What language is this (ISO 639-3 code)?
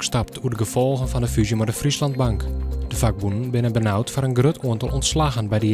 fry